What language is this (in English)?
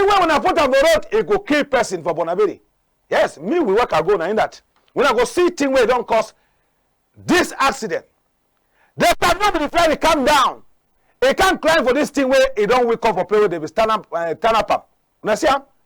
Cameroon Pidgin